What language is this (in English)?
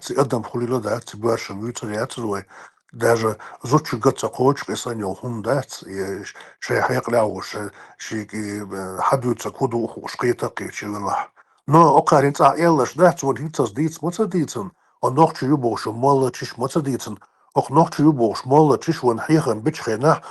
Chechen